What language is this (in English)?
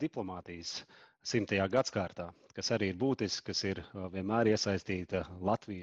Latvian